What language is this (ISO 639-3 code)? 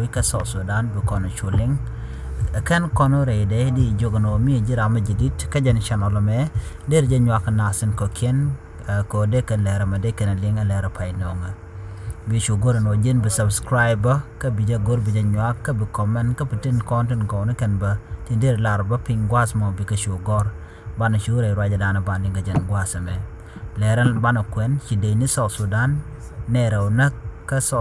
nus